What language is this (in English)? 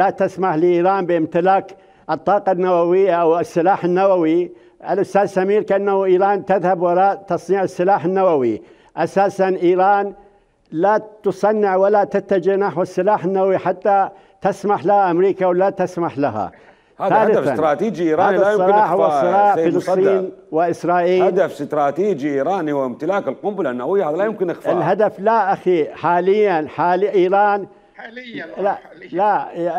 Mesopotamian Arabic